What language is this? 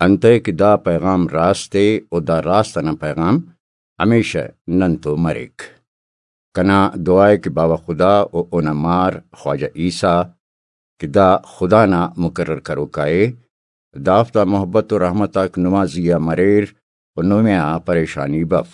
Brahui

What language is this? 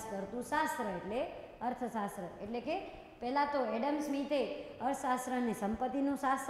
Gujarati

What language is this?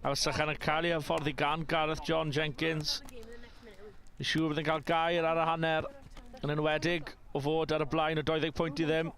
Welsh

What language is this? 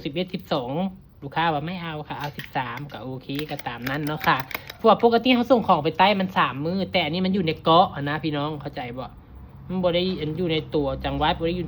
Northeastern Thai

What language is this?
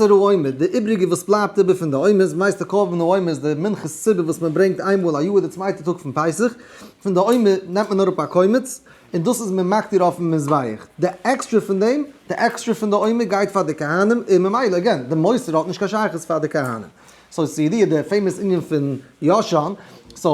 Yiddish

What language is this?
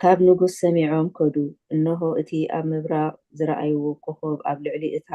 Tigrinya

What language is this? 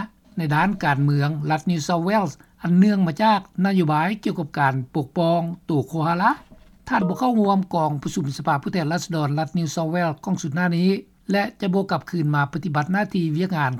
Lao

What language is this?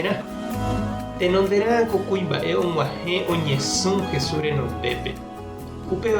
Guarani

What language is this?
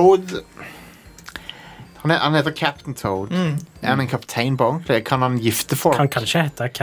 Norwegian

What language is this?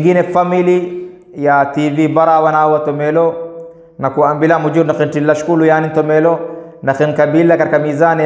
Swahili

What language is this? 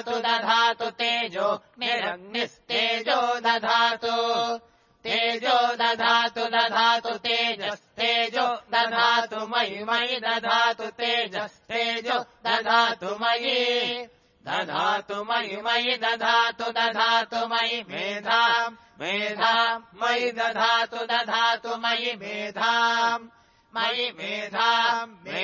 Sanskrit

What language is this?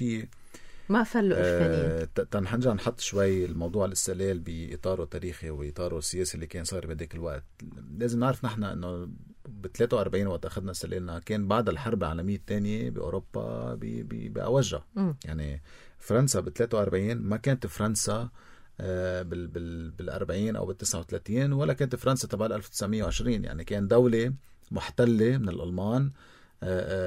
North Levantine Arabic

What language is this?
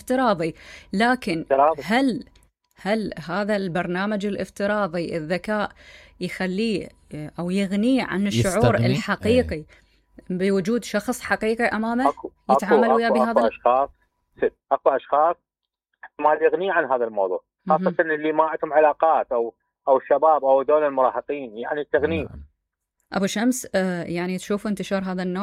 Mesopotamian Arabic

